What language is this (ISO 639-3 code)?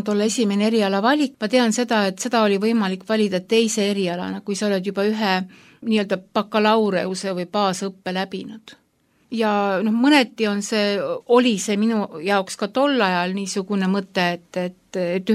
est